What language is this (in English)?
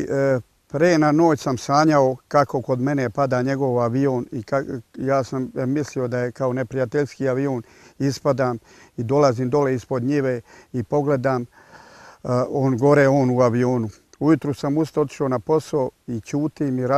Serbian